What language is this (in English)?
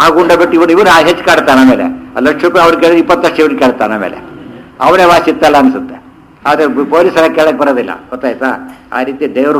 Kannada